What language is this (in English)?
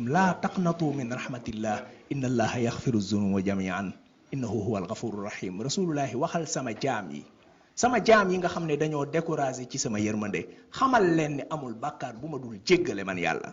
Wolof